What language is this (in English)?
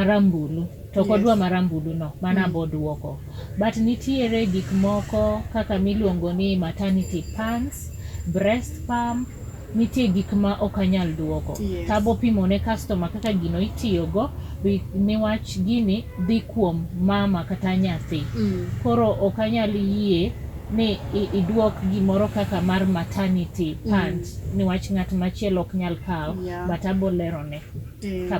Luo (Kenya and Tanzania)